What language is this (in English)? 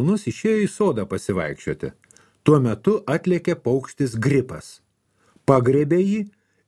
Lithuanian